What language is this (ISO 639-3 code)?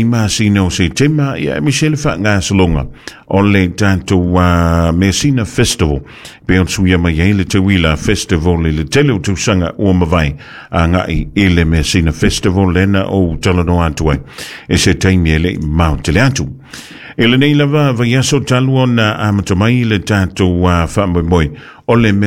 smo